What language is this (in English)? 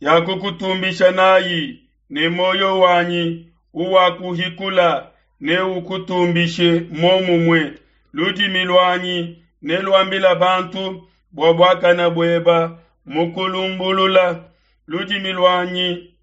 Luba-Lulua